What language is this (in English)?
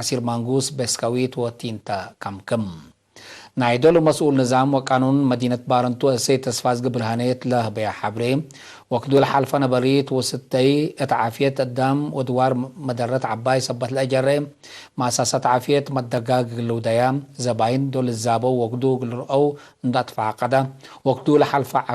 Tigre